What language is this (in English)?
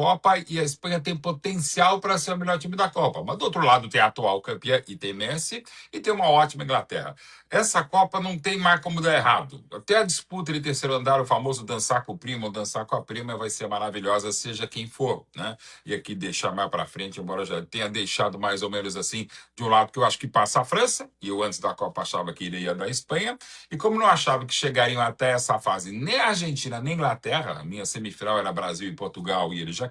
Portuguese